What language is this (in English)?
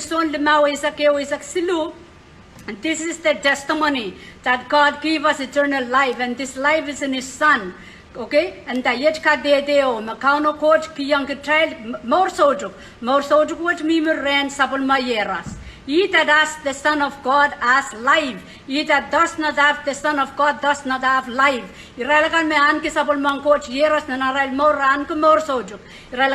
Pohnpeian